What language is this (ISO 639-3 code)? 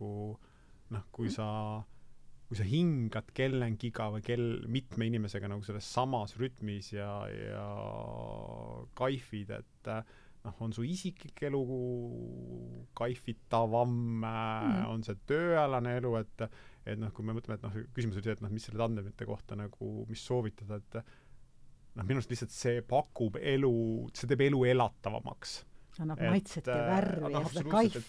est